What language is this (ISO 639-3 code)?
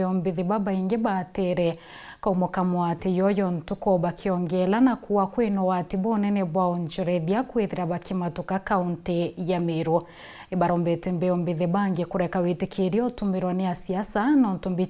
mer